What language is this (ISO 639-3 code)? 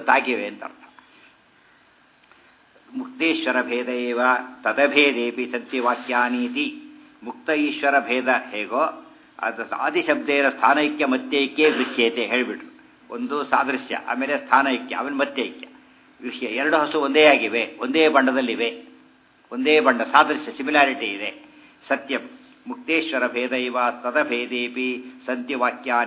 kan